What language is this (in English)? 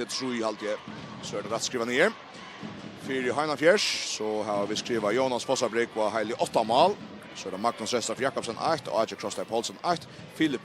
Faroese